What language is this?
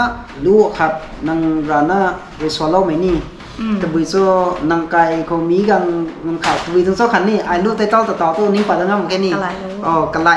Rongmei Naga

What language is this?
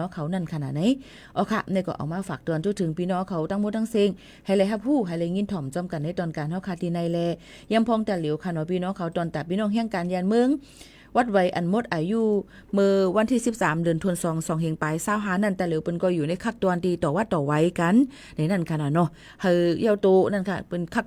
Shan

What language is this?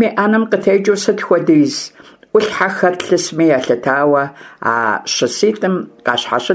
Kabardian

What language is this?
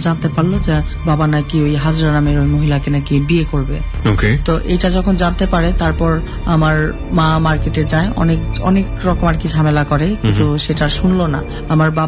Bangla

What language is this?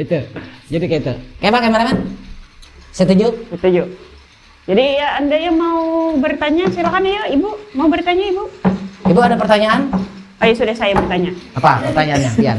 Banjar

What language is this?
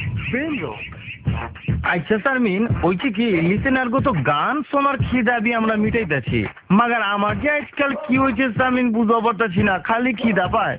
Bangla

